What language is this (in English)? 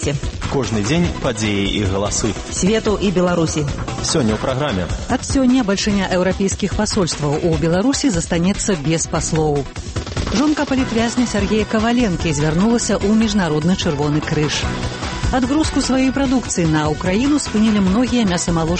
Belarusian